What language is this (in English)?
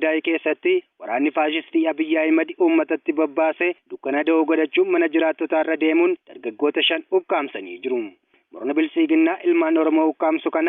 Oromo